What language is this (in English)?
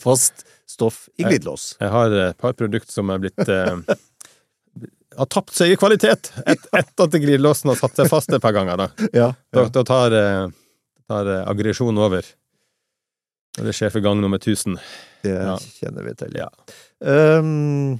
Norwegian